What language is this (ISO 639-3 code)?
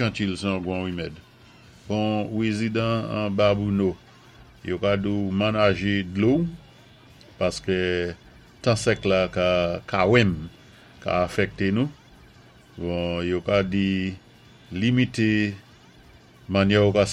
acf